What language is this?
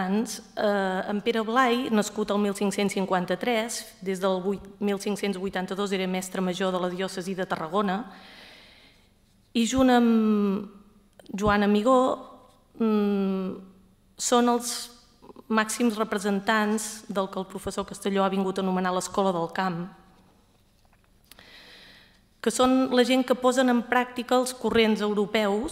Catalan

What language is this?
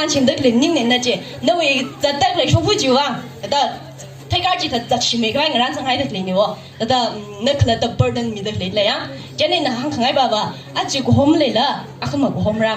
Tangkhul Naga (India)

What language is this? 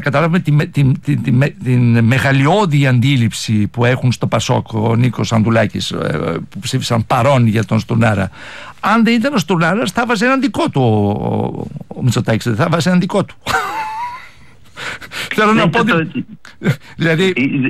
Greek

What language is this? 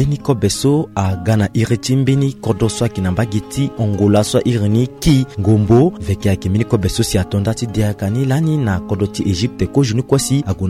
Sango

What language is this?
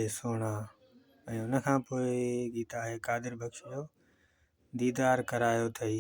Sindhi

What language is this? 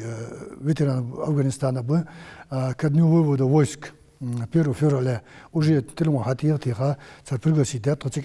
Ingush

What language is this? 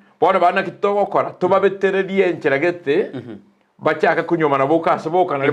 Gusii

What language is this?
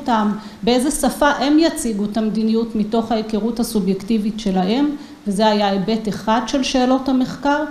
Hebrew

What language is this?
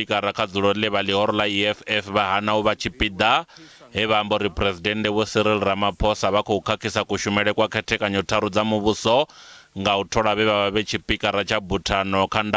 Venda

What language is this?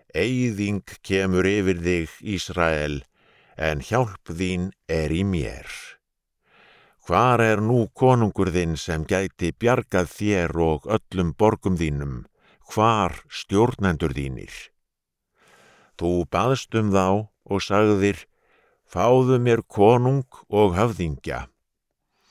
Icelandic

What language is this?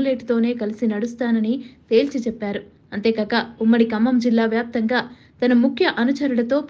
Telugu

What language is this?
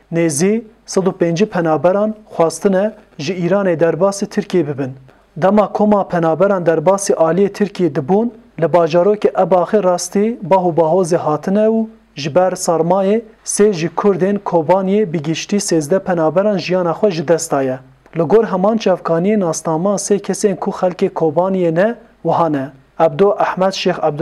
Kurdish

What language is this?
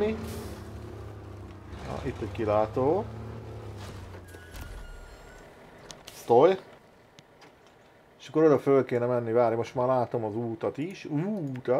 Hungarian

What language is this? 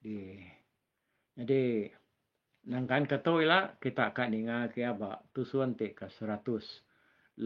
Iban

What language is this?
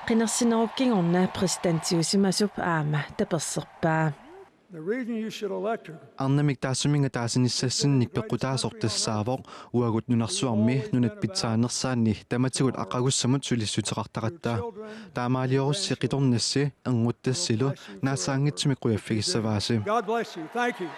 Kalaallisut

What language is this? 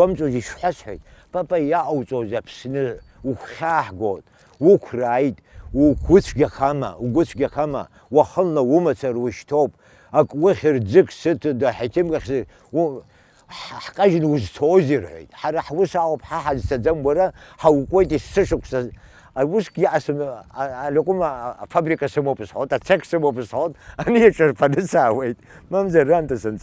Abkhazian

